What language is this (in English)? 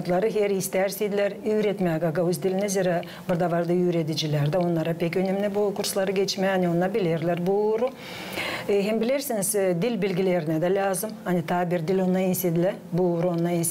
Gagauz